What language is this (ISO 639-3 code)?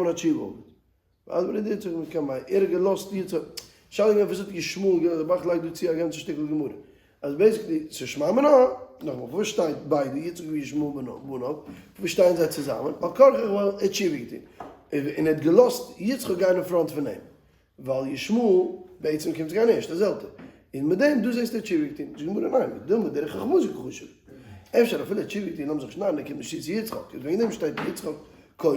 yid